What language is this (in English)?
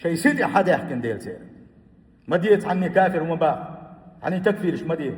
Chechen